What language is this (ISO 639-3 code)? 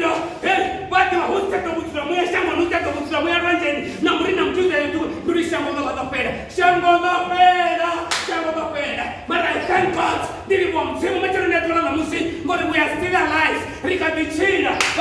ven